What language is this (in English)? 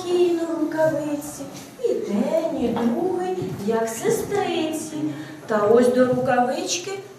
Ukrainian